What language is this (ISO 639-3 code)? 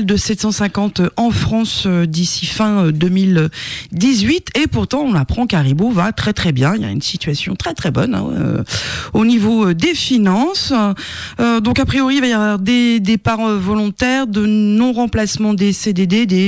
fra